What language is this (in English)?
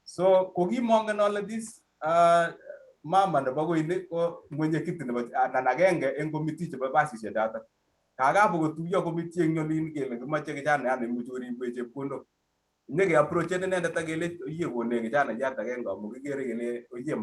Kalenjin